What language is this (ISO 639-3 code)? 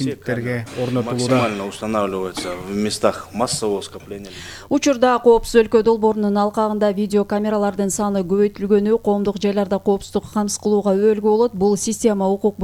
kir